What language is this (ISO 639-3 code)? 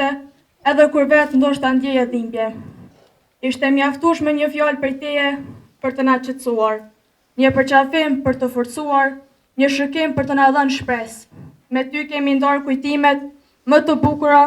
sqi